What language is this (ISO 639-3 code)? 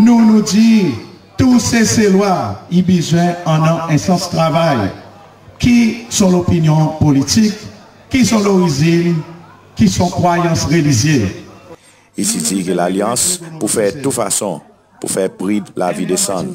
crs